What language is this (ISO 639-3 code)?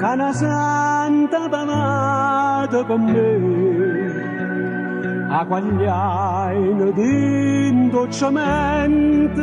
nap